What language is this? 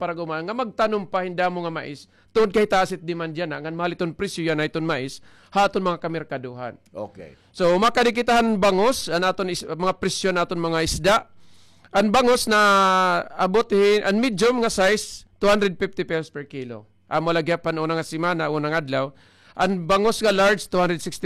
Waray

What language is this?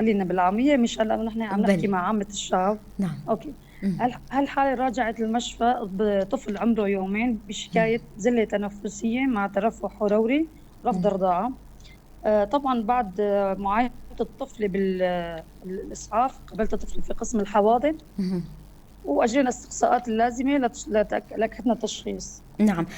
North Levantine Arabic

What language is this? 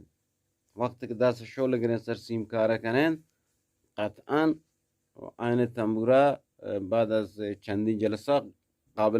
Eastern Balochi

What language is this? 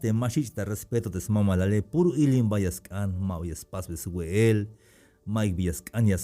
Tzeltal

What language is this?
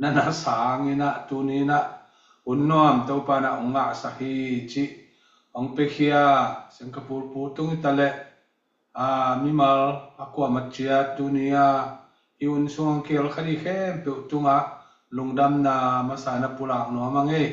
Tedim Chin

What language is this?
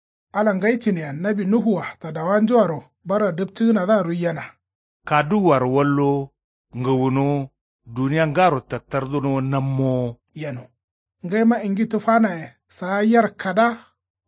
Kanuri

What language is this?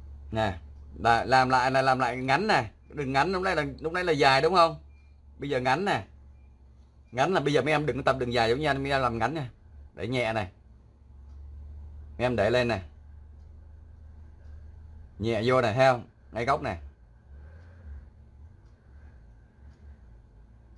Vietnamese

